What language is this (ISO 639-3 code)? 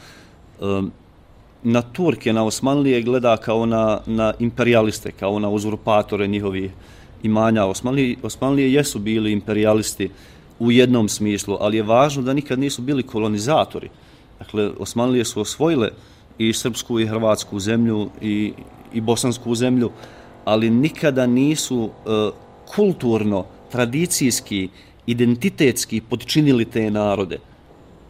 hrv